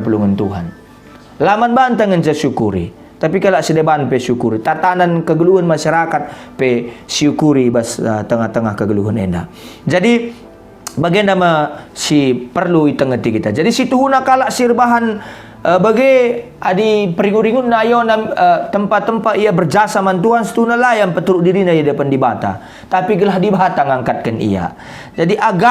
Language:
Batak Karo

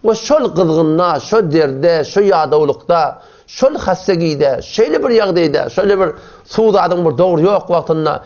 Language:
Turkmen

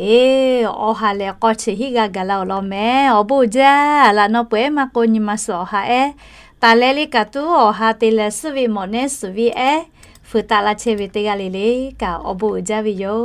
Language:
Lahu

